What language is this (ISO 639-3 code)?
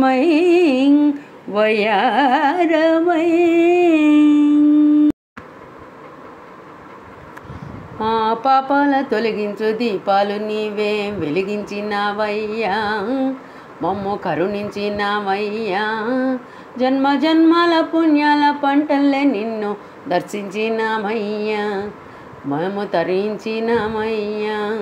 tel